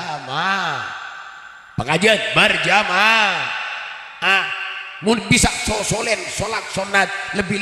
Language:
Madurese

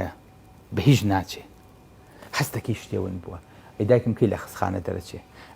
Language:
Central Kurdish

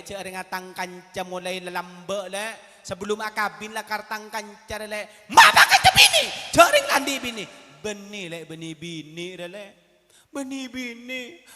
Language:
Madurese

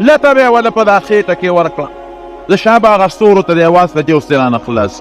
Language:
Pashto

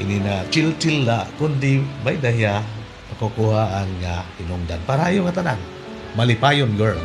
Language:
Waray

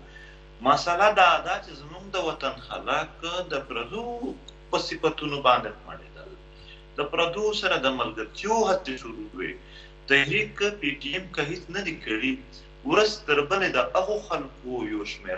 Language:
Pashto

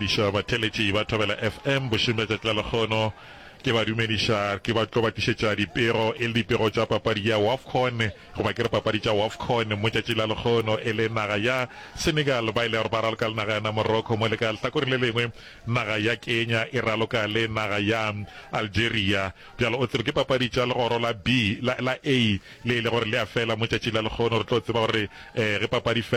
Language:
Northern Sotho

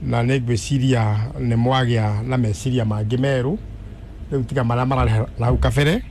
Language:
Kikuyu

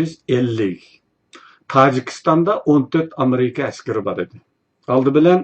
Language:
Uyghur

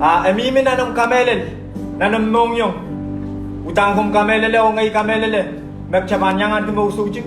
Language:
Pohnpeian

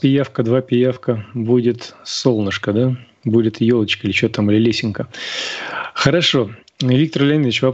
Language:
Russian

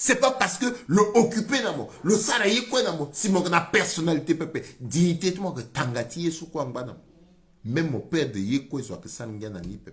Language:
Sango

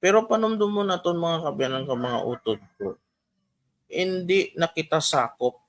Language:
Hiligaynon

